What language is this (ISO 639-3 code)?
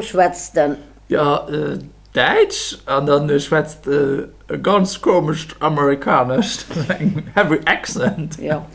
ltz